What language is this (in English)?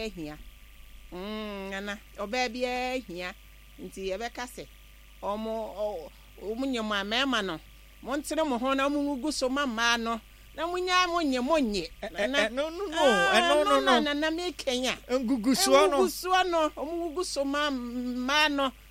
Akan